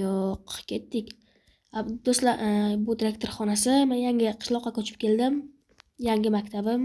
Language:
Uzbek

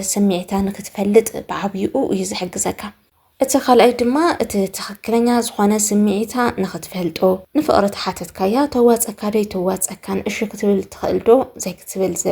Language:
Tigrinya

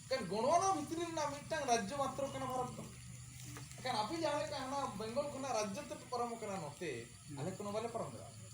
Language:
Santali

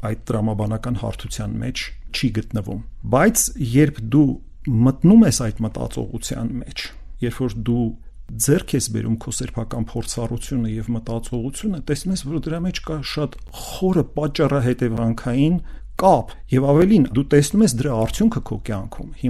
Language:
Armenian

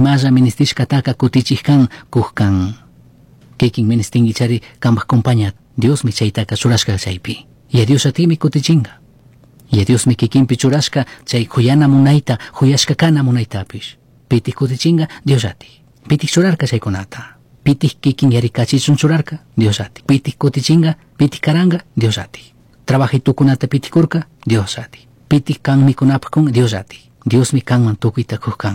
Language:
Chimborazo Highland Quichua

